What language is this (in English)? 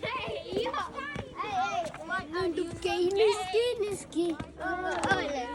Tibetan